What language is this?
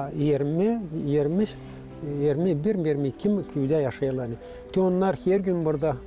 Gagauz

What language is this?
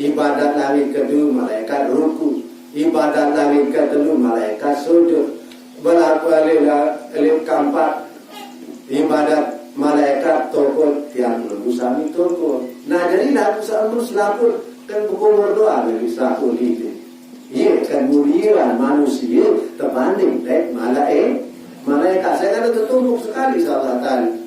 Sasak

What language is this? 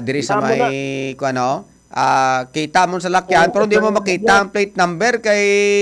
Hiligaynon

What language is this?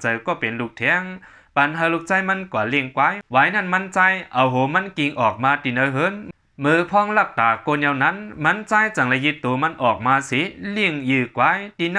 Shan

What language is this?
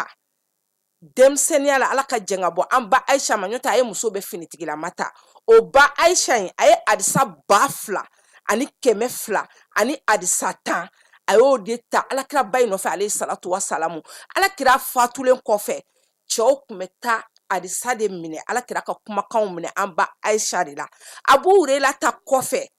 Bambara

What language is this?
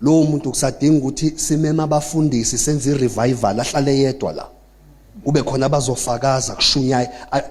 Zulu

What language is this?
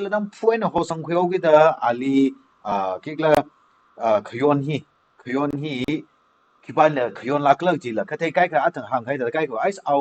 Tangkhul Naga (India)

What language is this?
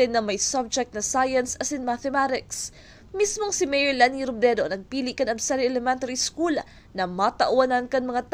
Bikol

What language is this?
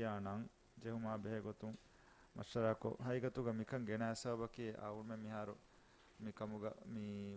Divehi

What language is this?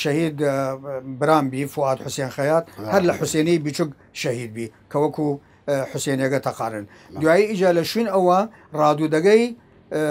Southern Kurdish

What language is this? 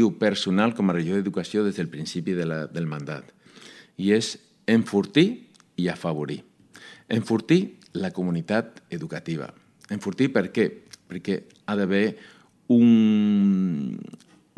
Catalan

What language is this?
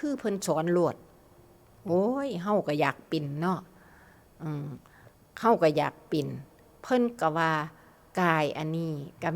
Northeastern Thai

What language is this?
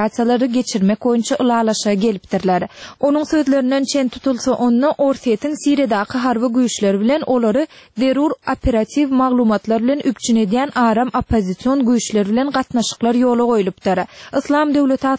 Turkmen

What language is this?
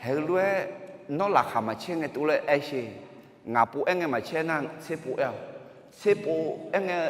Akha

